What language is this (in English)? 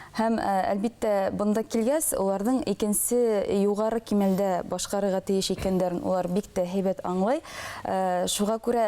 Bashkir